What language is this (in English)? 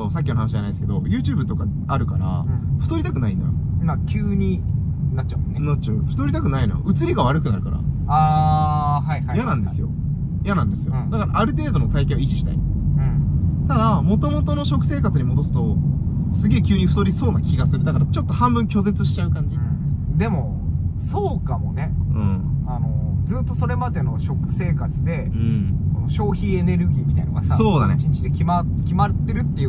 Japanese